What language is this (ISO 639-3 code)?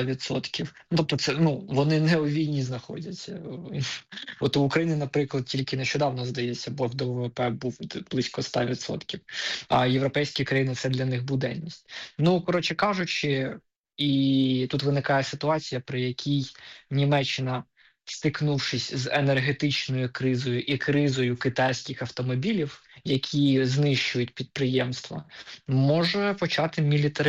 ukr